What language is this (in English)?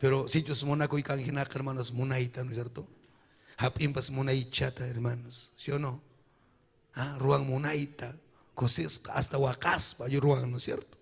Ayacucho Quechua